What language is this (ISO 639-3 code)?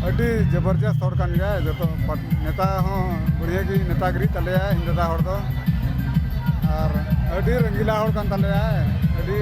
sat